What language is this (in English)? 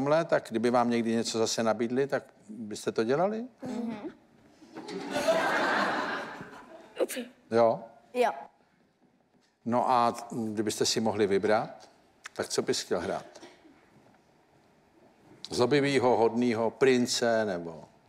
Czech